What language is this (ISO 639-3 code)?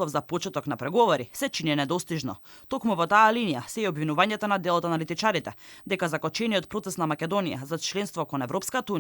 mkd